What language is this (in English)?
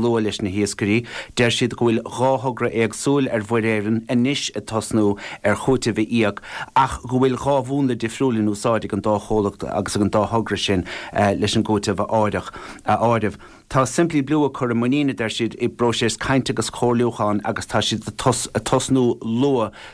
Irish